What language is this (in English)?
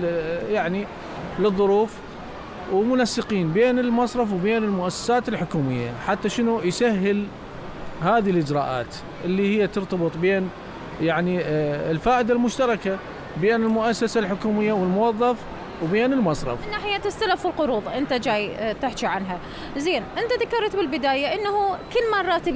Mesopotamian Arabic